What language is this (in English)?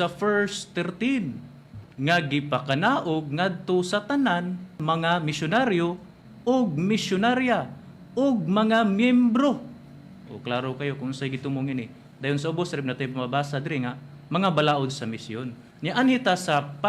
Cebuano